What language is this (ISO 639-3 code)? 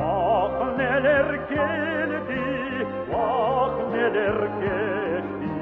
crh